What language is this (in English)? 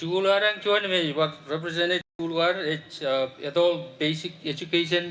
Marshallese